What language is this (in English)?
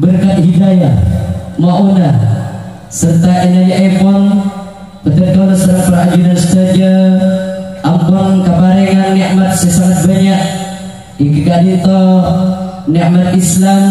Madurese